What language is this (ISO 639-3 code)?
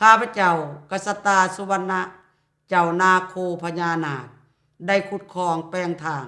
lao